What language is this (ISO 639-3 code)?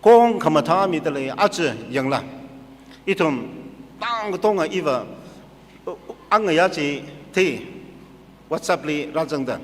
nmf